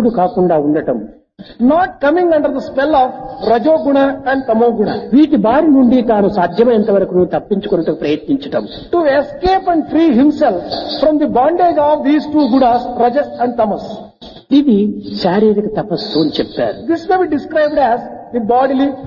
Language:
Telugu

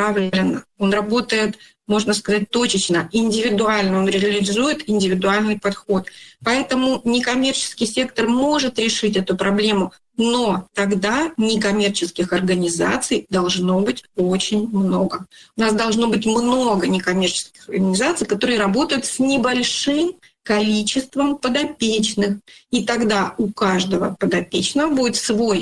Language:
Russian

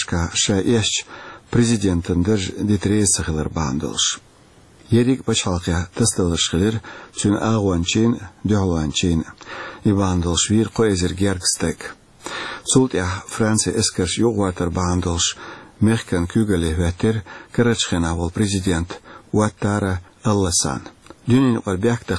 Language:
Chechen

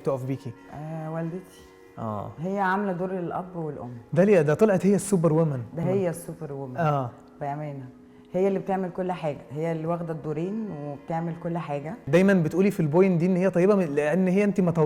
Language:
Egyptian Arabic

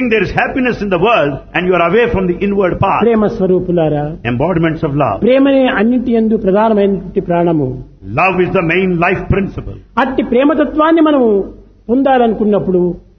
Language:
Telugu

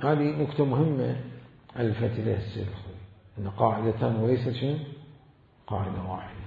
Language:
Mesopotamian Arabic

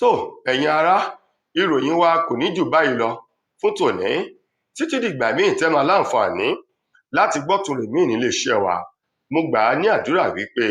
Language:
Yoruba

